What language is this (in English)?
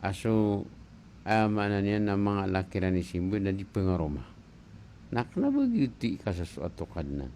Maranao